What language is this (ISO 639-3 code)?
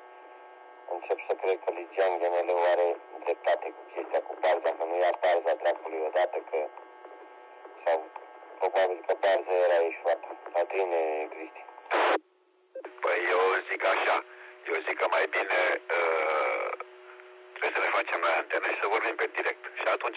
ron